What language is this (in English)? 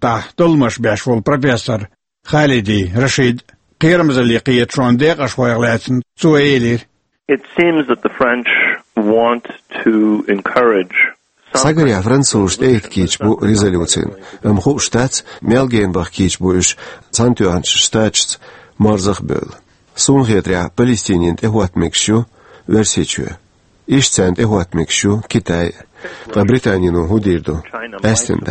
Chechen